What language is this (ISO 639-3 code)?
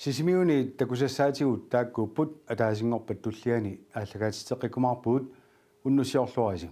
kal